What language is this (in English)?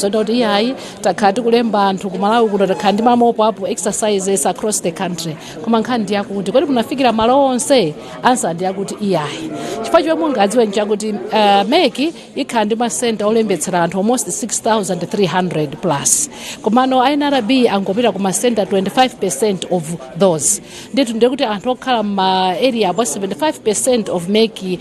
Nyanja